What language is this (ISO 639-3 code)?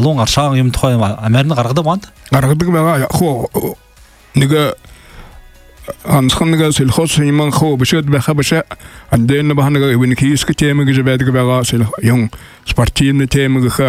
bua